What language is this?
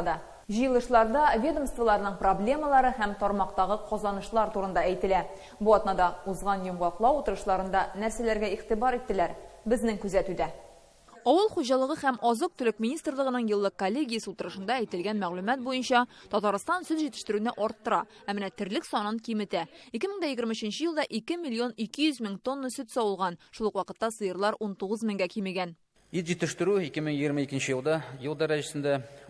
Tatar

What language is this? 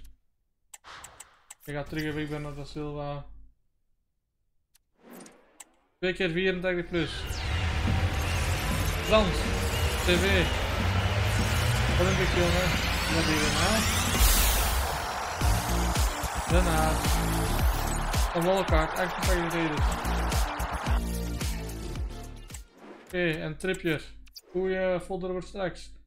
Dutch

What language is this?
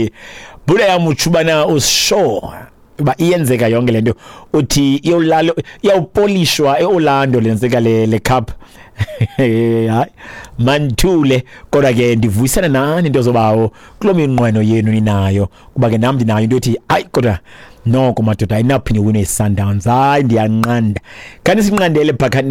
Xhosa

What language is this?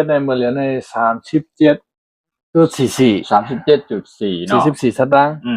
Shan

